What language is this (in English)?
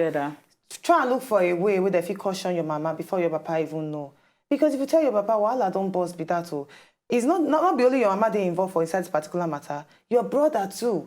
Nigerian Pidgin